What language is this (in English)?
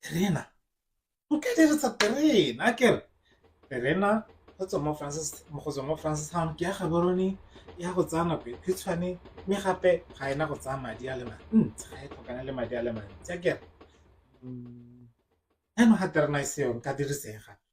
Tswana